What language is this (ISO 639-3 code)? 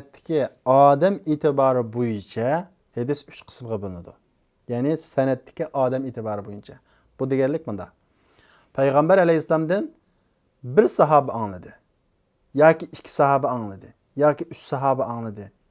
uig